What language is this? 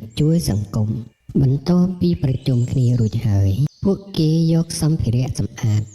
Khmer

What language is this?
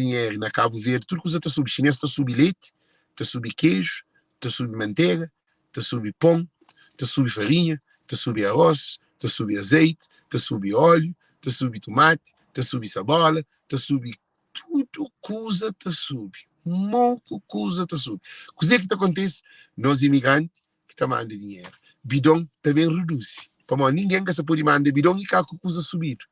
Kabuverdianu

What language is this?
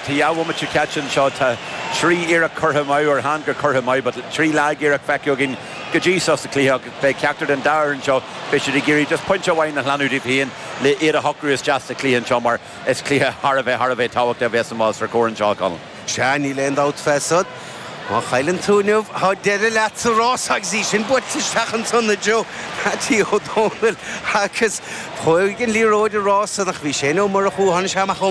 Irish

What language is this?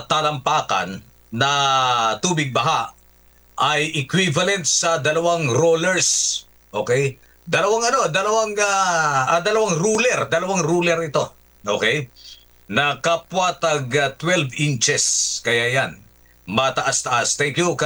Filipino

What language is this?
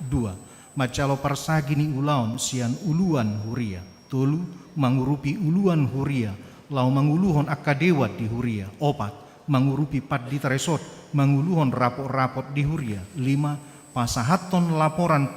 Batak Toba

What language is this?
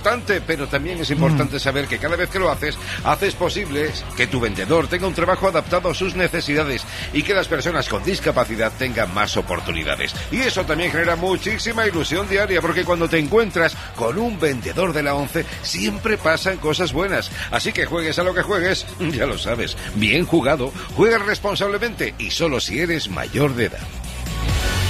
Spanish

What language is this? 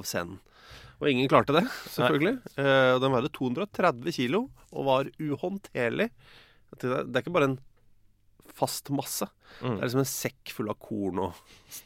Norwegian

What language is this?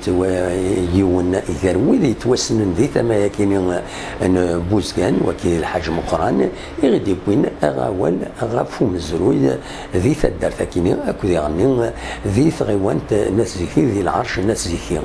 Kabyle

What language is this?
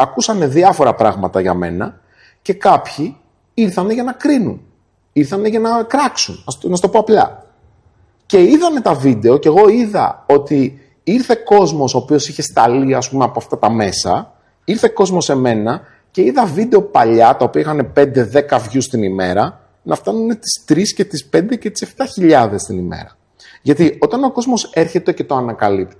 Greek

